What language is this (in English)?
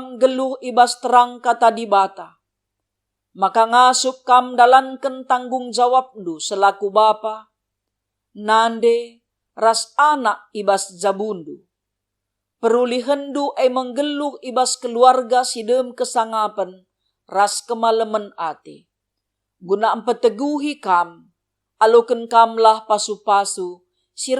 Batak Karo